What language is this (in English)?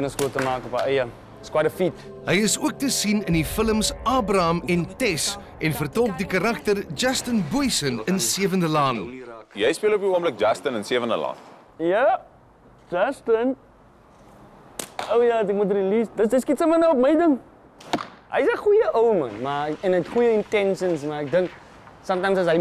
Afrikaans